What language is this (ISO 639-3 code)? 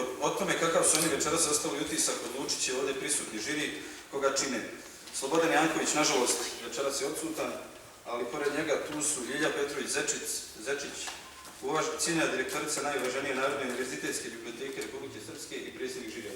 bos